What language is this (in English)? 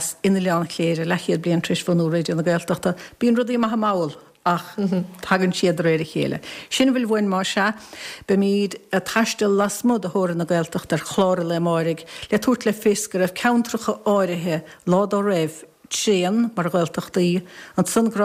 Irish